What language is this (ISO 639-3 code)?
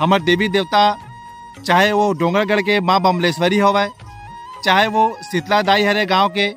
hne